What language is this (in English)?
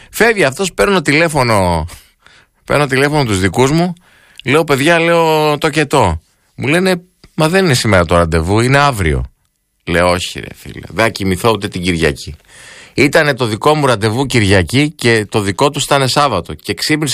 Greek